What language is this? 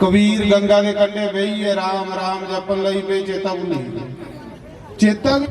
Dogri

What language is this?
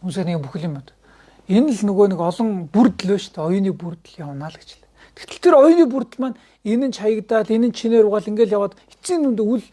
Mongolian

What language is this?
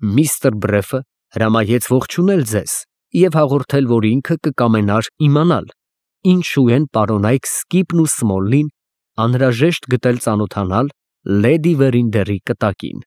Armenian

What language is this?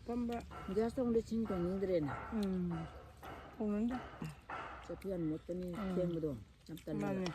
Manipuri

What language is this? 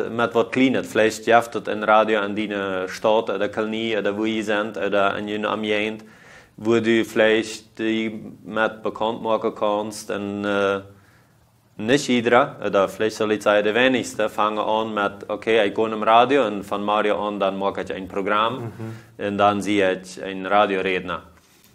Plautdietsch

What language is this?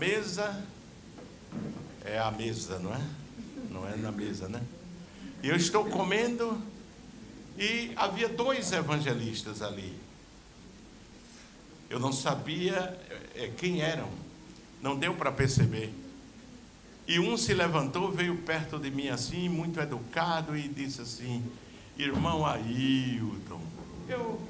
Portuguese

